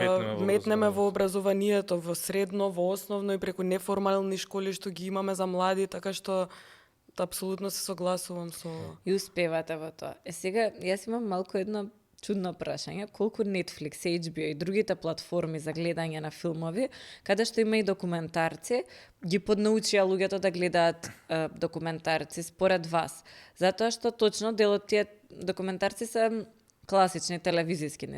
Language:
Macedonian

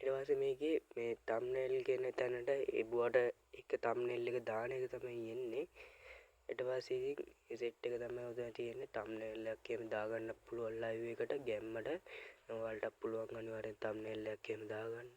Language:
Sinhala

